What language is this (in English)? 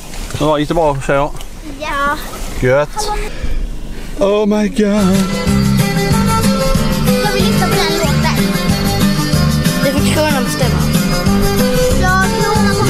Swedish